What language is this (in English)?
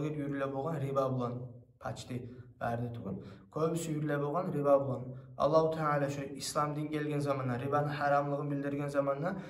Kumyk